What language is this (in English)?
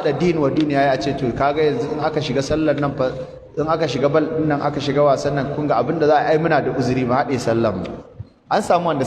Hausa